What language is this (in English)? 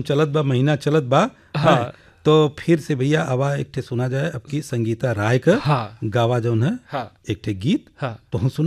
Bhojpuri